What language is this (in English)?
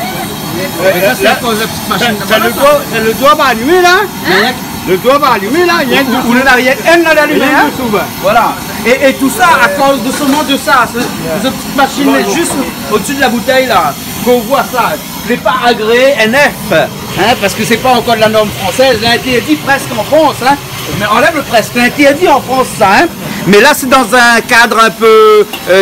Réunion Creole French